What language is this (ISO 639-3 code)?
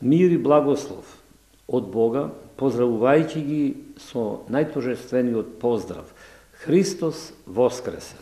mkd